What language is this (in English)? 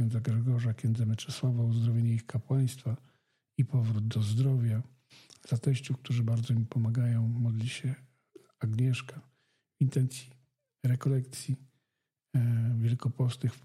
Polish